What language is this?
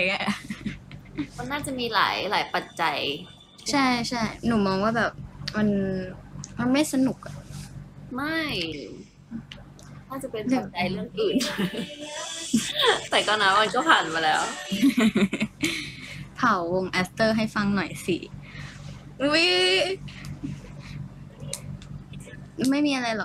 Thai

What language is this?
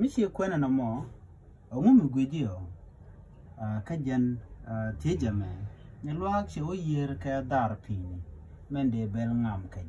Nuer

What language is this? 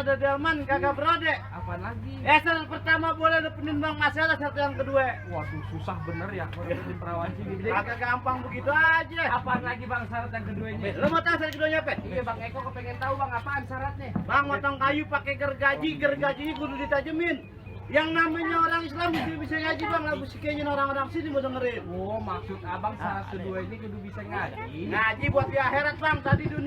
Betawi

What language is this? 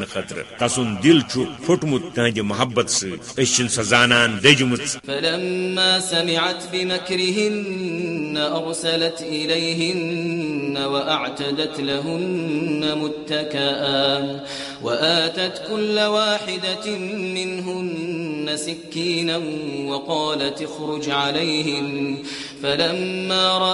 Kashmiri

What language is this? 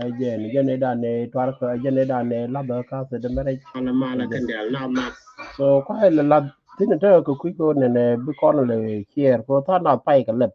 Nuer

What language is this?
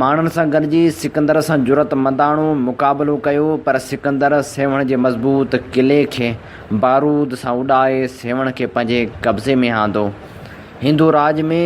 Sindhi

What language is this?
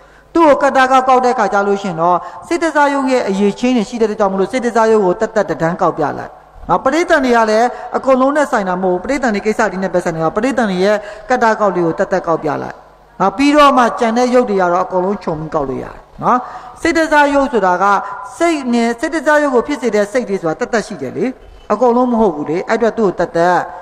Burmese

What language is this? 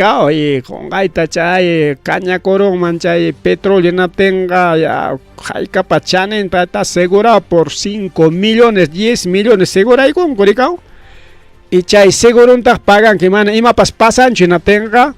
Ayacucho Quechua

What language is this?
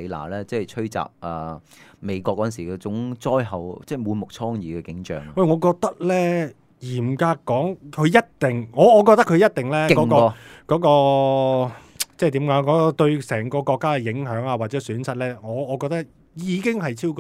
Cantonese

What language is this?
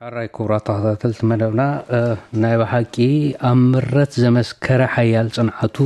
Tigrinya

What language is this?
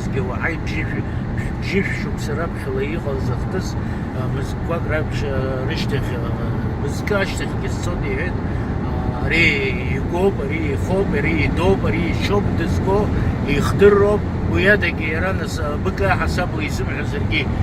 Abkhazian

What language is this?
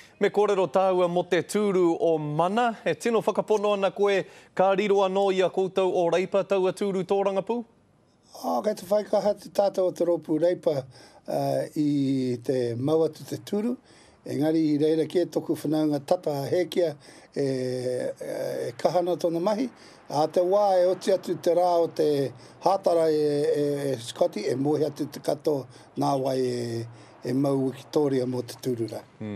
Māori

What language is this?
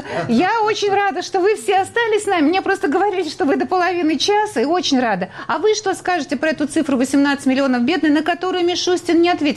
Russian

